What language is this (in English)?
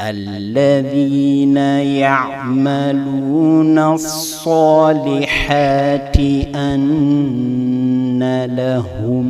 Fula